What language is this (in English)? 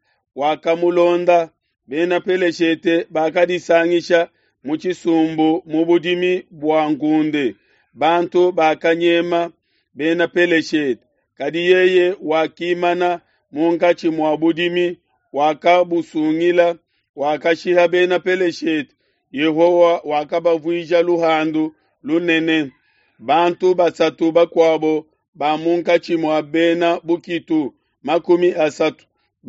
Luba-Lulua